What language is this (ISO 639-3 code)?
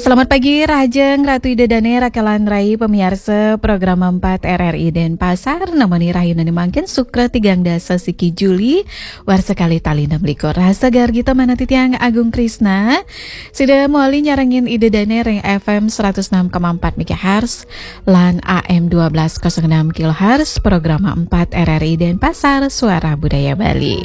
ban